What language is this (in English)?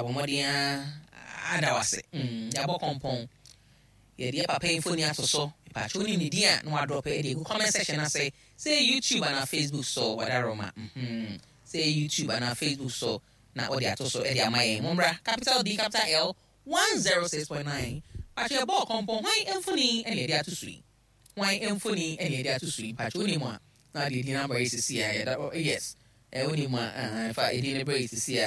Akan